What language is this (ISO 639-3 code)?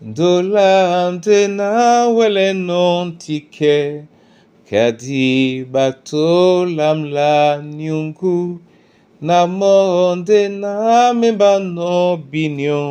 dua